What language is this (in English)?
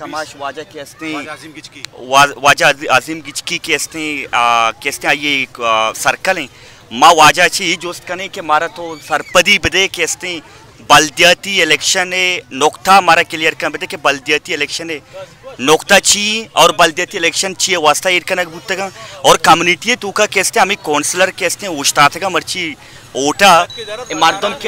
Baluchi